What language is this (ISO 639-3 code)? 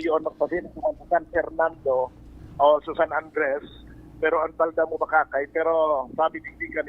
bik